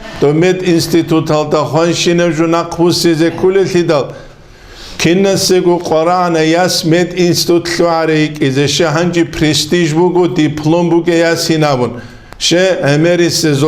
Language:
Avaric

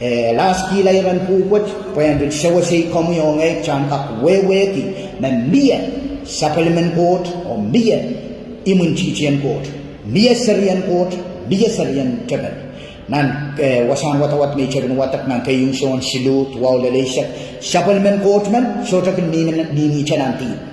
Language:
Pohnpeian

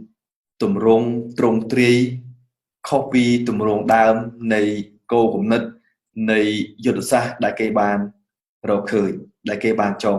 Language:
Khmer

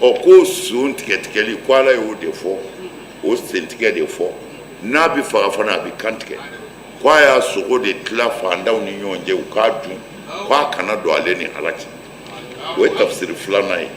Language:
Bambara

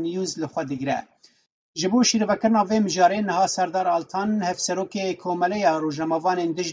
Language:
Kurdish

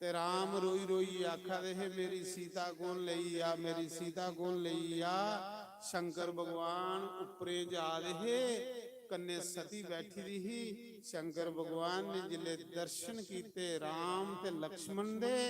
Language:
Dogri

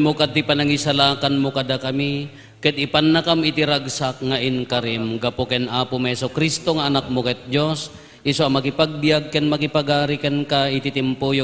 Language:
Iloko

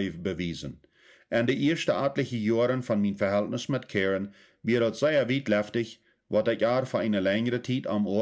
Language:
Plautdietsch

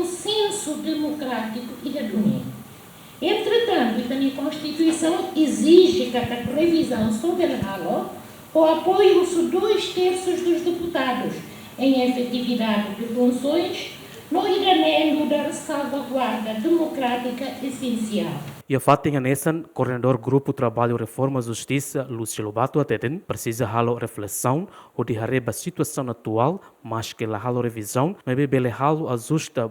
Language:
Tetum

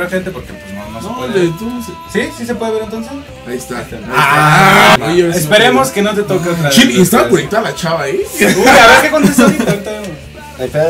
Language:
Spanish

